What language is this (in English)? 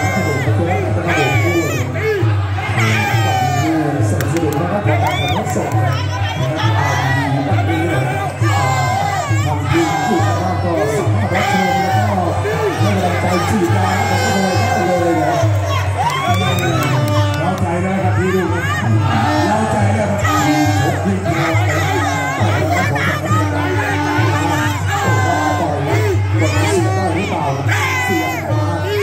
Thai